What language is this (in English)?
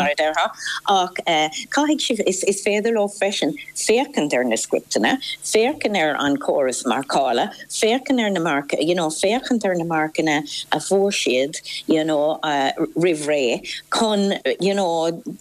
Irish